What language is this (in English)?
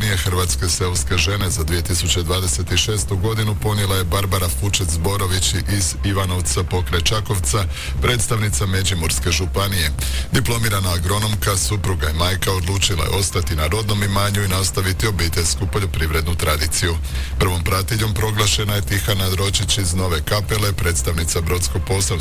Croatian